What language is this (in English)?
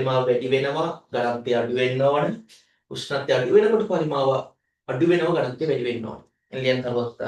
Sinhala